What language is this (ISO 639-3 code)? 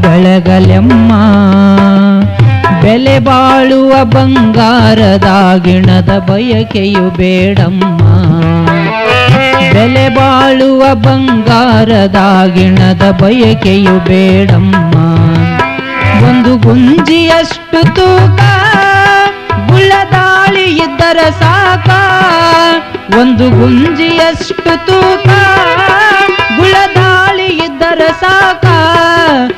kan